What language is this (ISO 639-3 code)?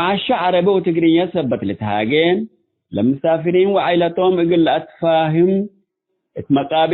tig